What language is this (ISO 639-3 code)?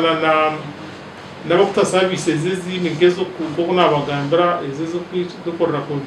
nyn